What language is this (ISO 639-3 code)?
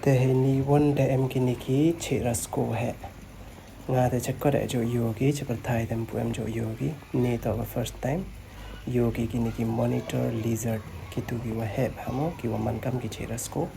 pbv